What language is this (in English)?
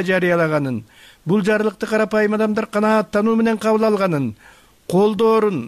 Kyrgyz